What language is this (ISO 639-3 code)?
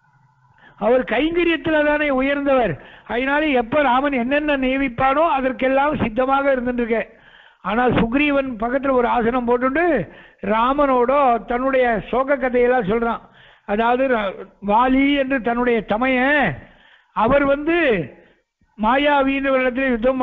tam